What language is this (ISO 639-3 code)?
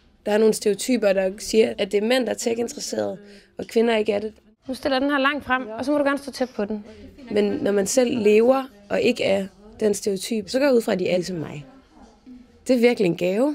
dan